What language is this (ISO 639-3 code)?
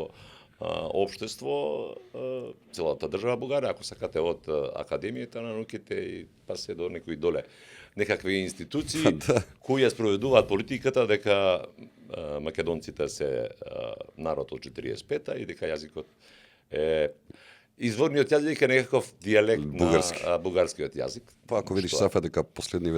mkd